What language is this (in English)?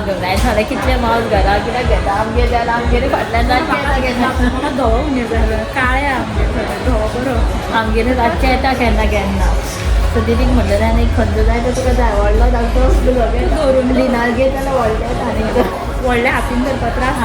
Konkani